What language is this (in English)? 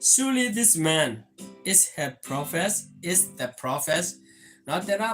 S'gaw Karen